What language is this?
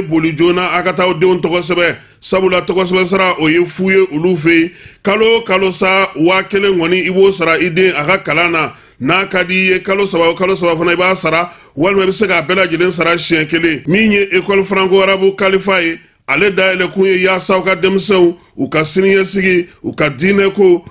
Bambara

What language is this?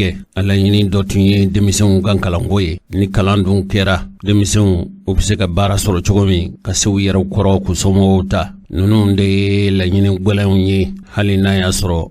Bambara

